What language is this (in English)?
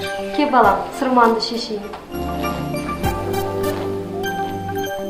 Kazakh